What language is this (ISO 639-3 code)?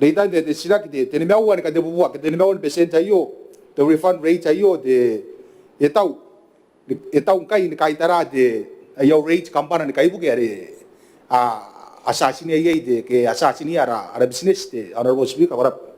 gil